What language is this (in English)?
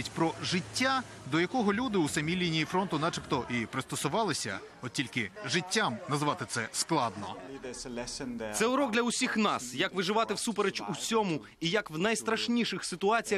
Ukrainian